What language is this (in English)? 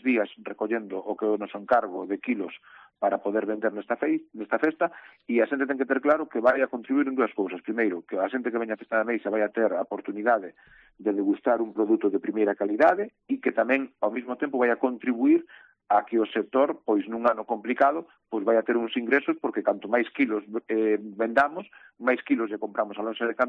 Galician